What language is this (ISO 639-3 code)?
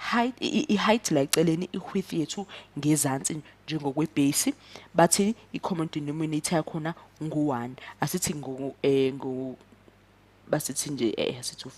zul